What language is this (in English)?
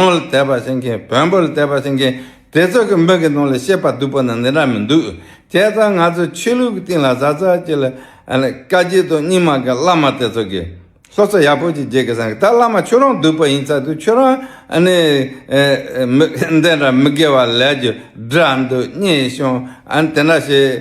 Tibetan